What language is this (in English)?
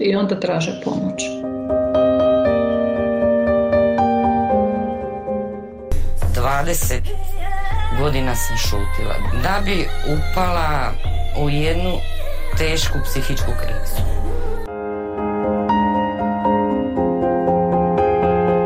Croatian